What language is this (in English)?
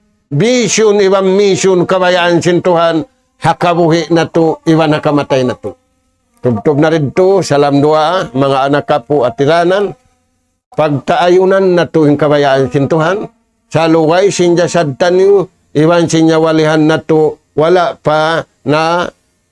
Tausug